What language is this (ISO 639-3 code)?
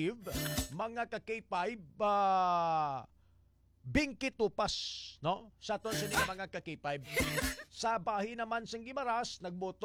hil